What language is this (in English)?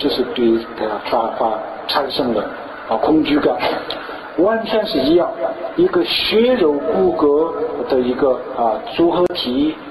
Chinese